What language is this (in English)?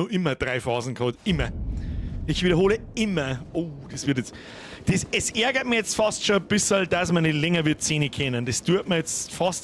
Bavarian